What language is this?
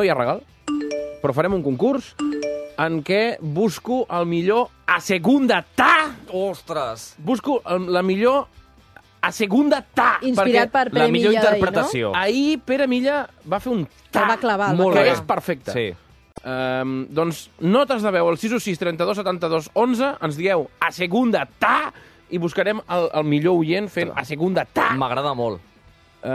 Catalan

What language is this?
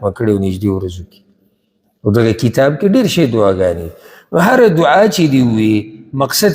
Pashto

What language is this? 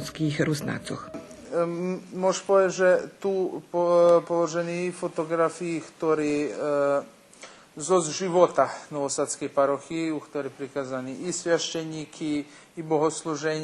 Rusyn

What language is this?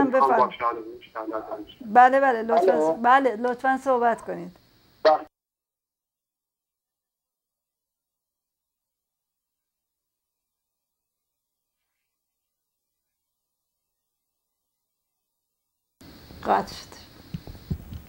Persian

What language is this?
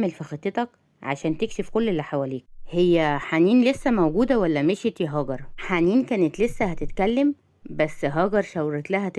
Egyptian Arabic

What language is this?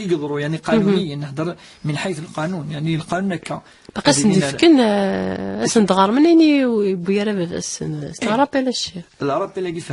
Kabyle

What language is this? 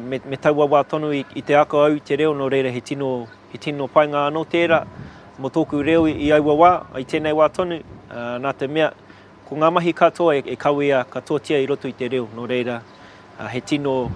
Māori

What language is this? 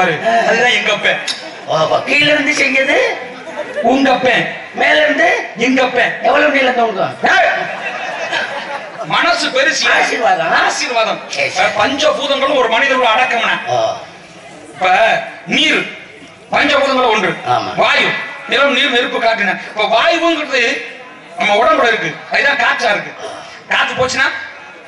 Tamil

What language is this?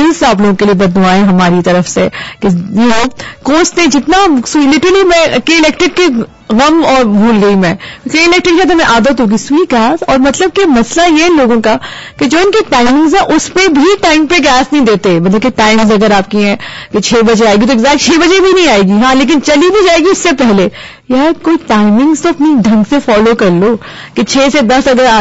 Urdu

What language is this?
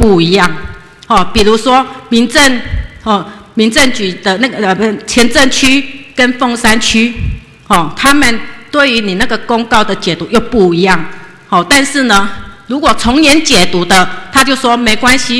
Chinese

